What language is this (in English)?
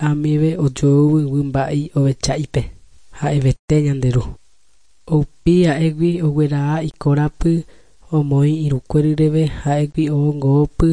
Guarani